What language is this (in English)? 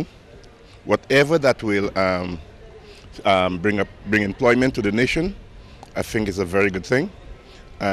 English